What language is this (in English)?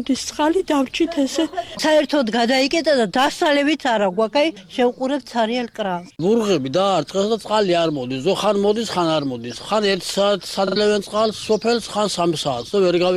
Georgian